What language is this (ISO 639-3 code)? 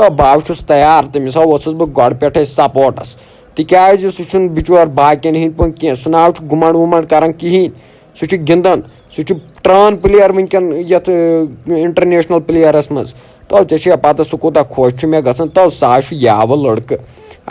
kas